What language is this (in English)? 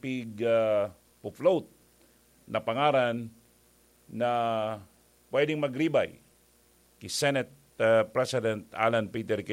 Bikol